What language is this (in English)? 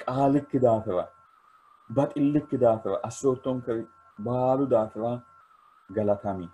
Sidamo